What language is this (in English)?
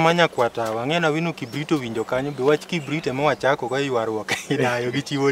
Luo (Kenya and Tanzania)